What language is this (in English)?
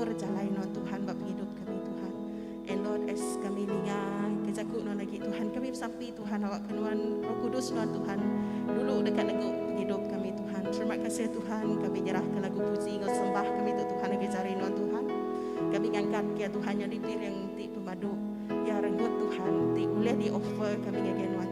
Iban